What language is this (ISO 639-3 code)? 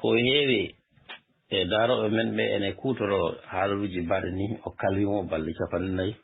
ful